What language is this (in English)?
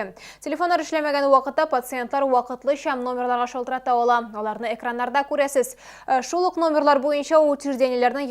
Tatar